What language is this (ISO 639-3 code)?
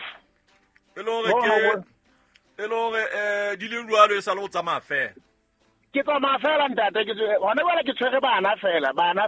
sot